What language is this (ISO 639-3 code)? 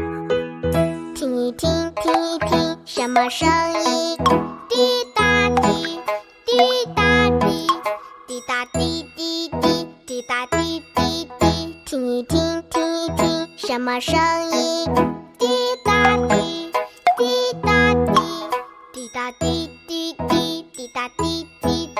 zho